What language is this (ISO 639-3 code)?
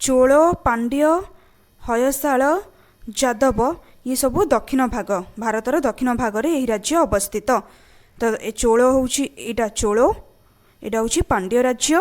ori